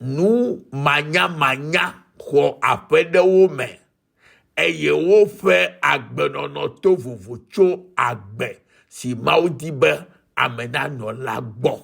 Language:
Ewe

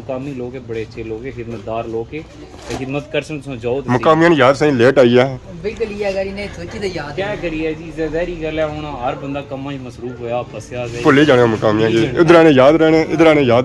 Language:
Pahari-Potwari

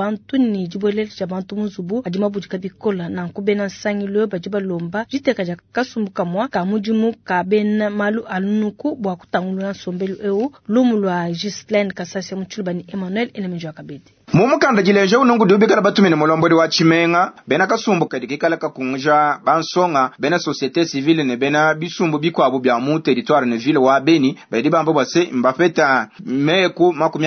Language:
Luba-Lulua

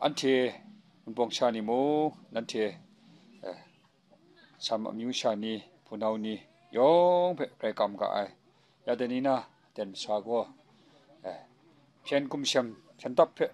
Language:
Kachin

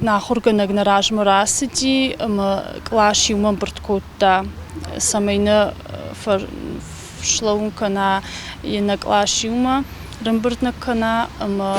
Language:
Ossetic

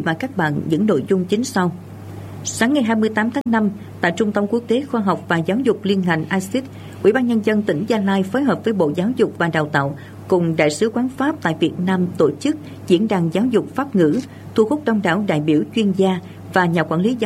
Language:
Vietnamese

